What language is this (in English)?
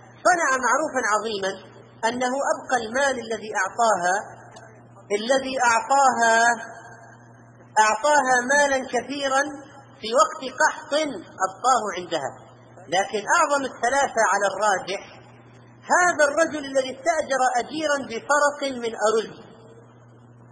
Arabic